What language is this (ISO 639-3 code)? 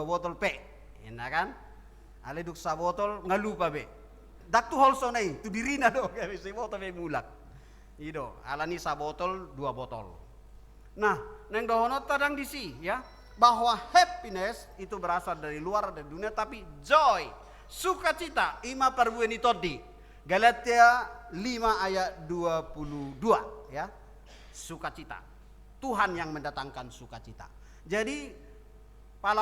bbc